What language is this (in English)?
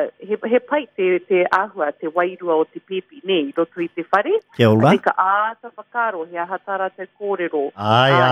Māori